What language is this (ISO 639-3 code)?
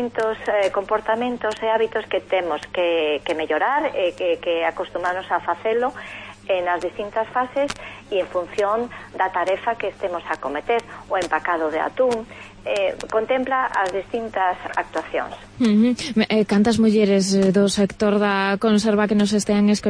glg